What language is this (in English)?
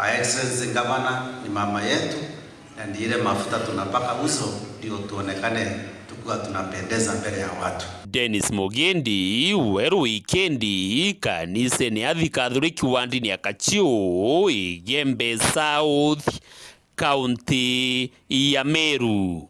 Meru